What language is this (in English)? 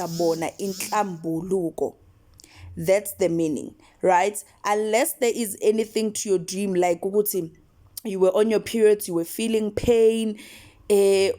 Zulu